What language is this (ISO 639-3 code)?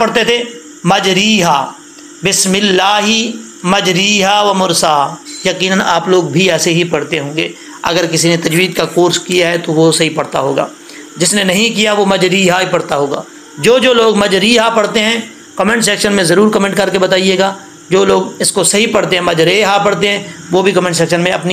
urd